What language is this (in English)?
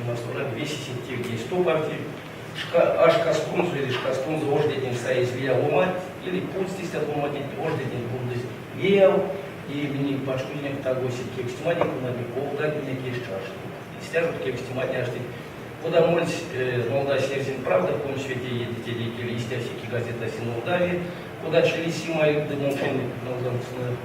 Erzya